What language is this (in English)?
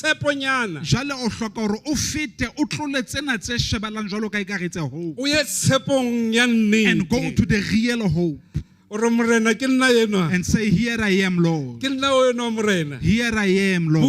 Southern Sotho